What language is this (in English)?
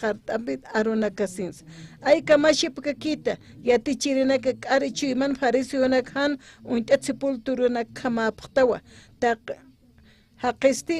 Aymara